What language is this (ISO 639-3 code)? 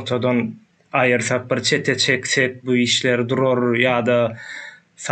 tuk